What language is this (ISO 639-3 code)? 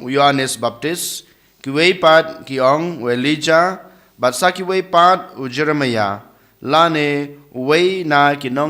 kha